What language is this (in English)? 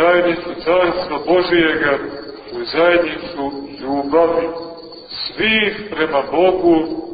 Serbian